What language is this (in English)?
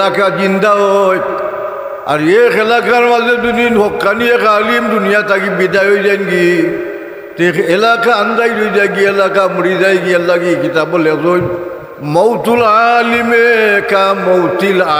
Sylheti